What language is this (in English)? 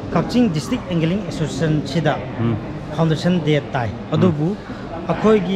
Manipuri